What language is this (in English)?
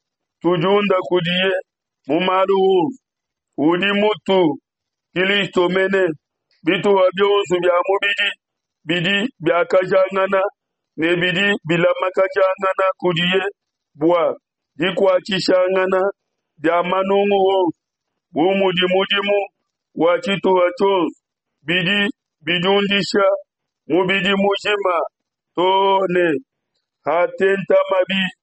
Luba-Lulua